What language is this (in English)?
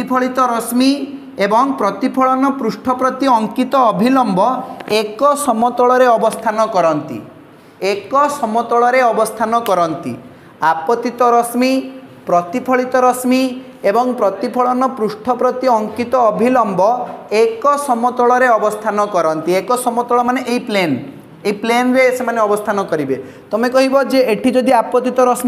Odia